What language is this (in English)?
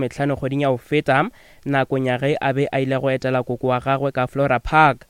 Northern Sotho